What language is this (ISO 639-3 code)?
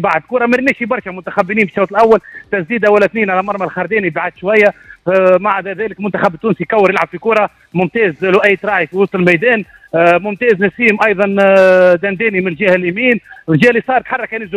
aeb